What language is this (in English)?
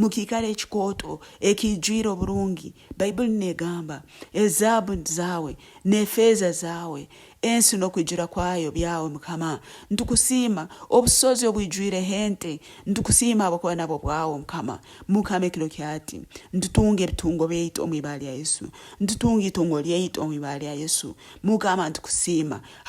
Nyoro